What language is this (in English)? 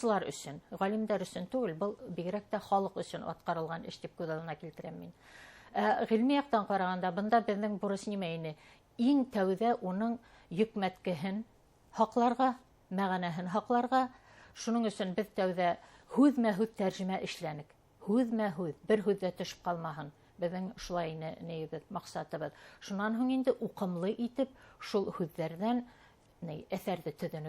Bashkir